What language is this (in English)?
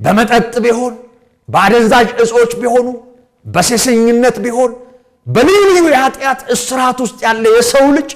Amharic